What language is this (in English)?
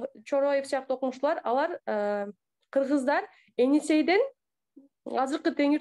Kyrgyz